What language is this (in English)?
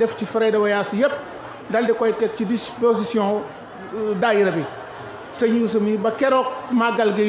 Wolof